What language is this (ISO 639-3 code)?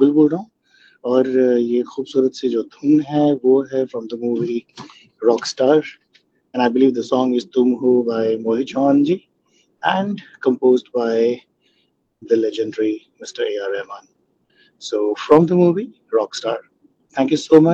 hin